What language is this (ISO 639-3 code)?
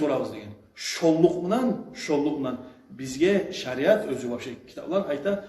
kum